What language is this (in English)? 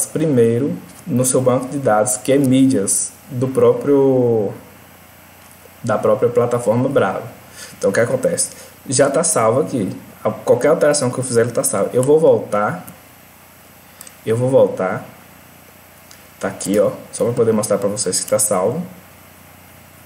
Portuguese